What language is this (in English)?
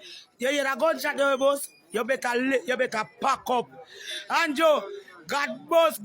Jamaican Creole English